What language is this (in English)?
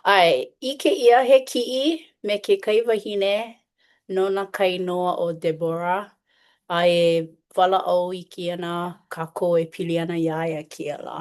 Hawaiian